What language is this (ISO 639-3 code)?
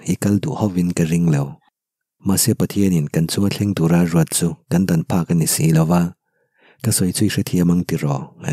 lus